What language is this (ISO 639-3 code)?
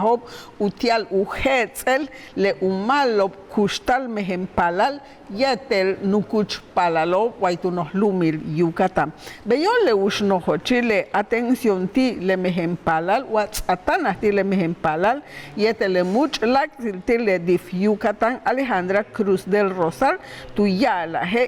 yua